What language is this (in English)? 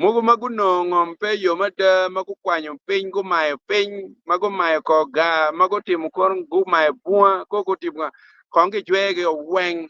Acoli